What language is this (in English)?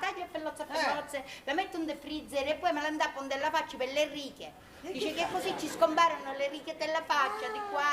Sicilian